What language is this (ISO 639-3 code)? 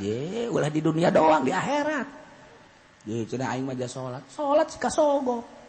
sun